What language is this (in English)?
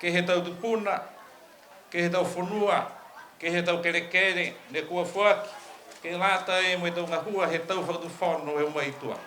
Niuean